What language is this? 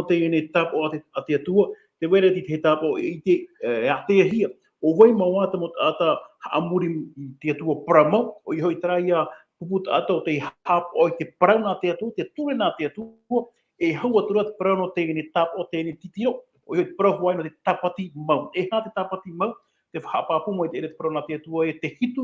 Tahitian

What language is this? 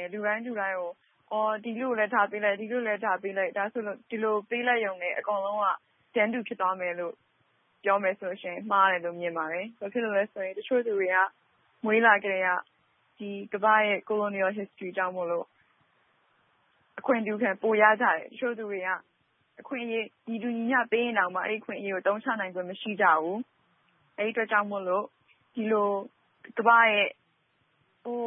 Burmese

